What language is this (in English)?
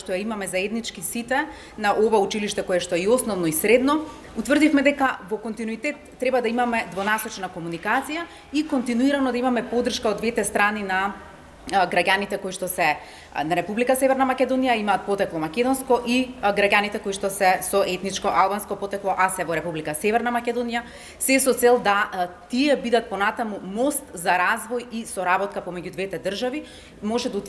Macedonian